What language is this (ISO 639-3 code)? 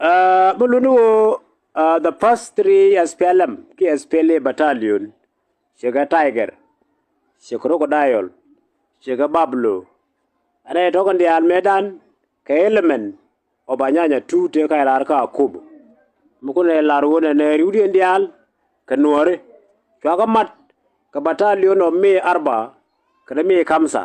nus